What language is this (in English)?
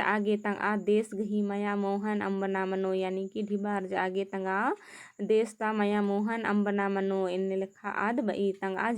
Kurukh